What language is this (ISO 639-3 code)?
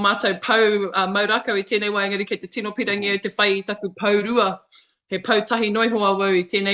mri